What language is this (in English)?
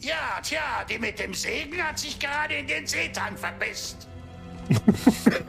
Bavarian